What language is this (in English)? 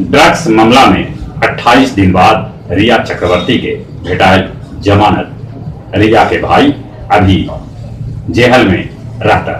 Magahi